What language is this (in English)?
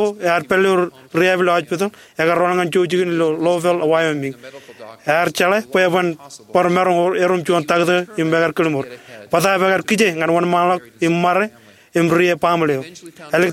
Marshallese